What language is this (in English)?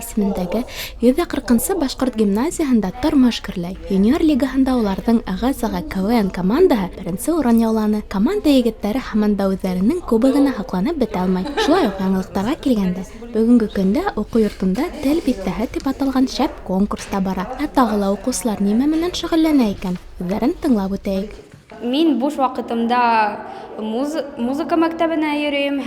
Bashkir